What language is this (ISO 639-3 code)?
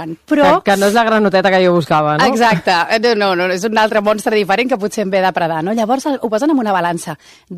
cat